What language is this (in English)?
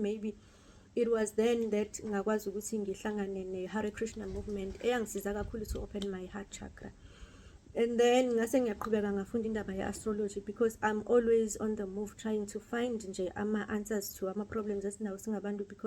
Zulu